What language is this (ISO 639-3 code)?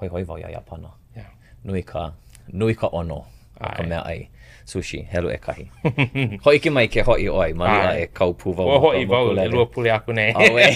haw